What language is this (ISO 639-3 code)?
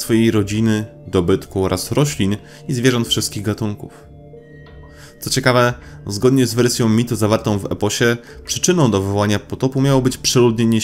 pol